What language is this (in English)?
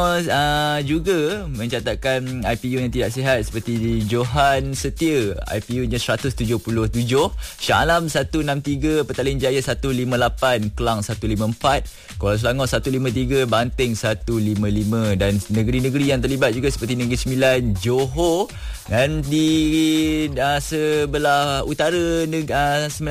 Malay